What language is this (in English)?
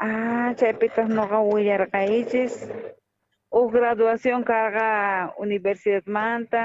South Bolivian Quechua